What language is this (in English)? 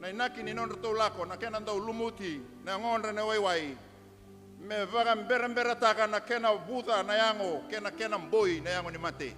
Fijian